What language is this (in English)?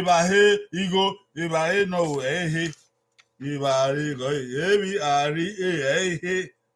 Bini